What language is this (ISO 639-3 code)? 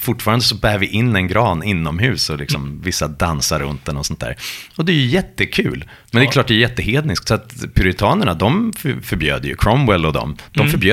swe